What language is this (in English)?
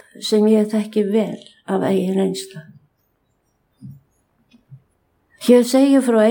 Icelandic